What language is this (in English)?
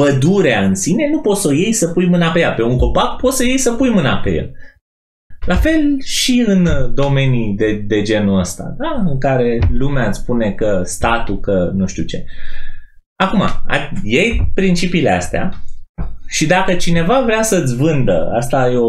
Romanian